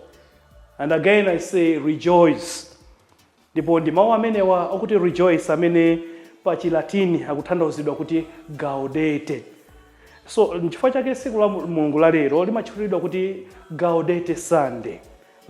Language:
Nyanja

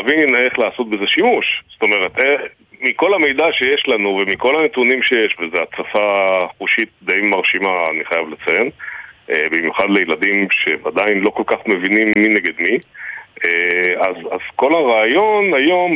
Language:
Hebrew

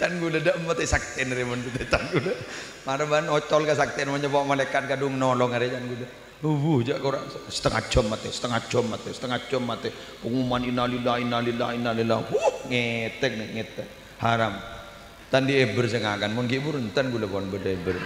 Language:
Madurese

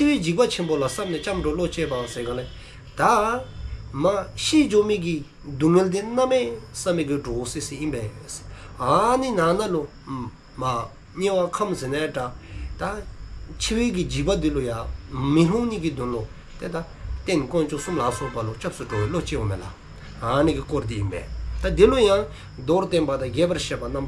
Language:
Dzongkha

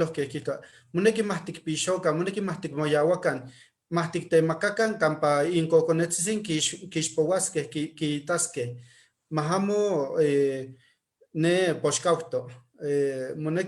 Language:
Eastern Huasteca Nahuatl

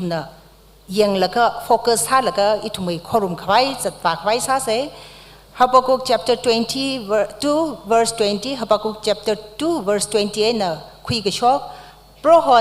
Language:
Tangkhul Naga (India)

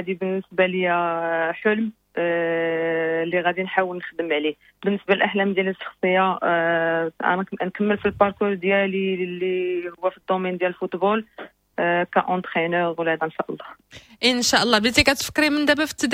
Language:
Moroccan Arabic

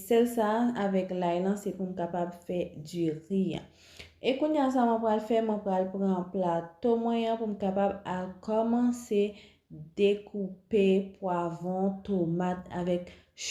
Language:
Haitian Creole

